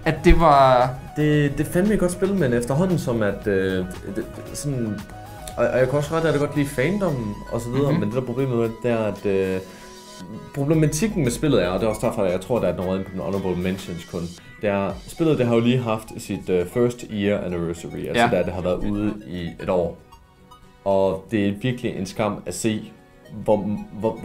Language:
Danish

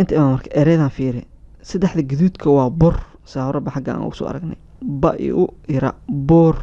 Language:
Somali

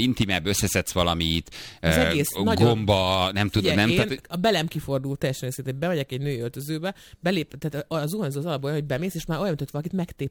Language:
Hungarian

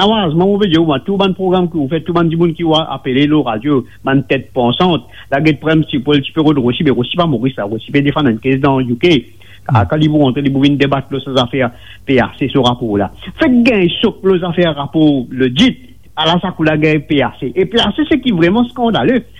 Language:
Morisyen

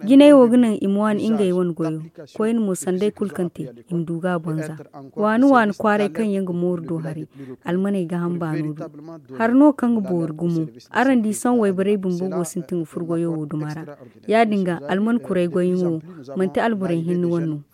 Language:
Zarma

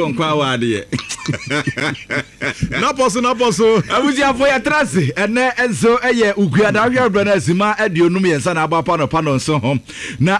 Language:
Akan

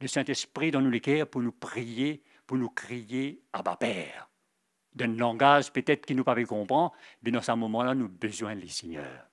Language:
Morisyen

